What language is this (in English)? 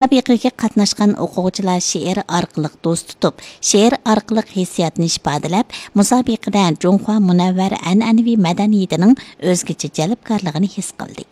Uyghur